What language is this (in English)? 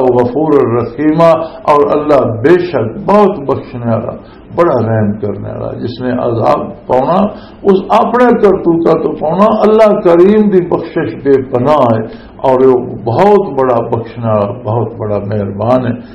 Western Panjabi